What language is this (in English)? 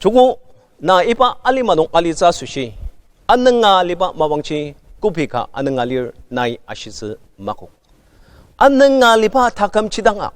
Ao Naga